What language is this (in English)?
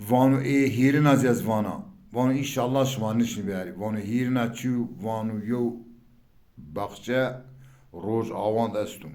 Zaza